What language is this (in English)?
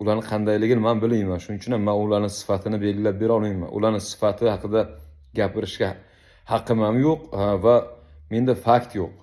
Uzbek